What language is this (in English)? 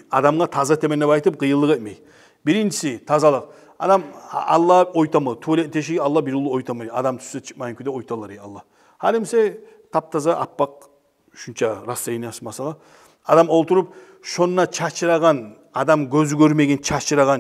Kumyk